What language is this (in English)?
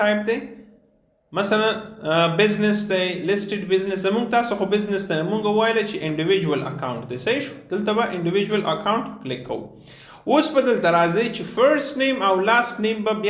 Pashto